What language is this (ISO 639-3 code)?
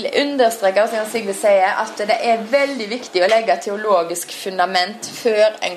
nor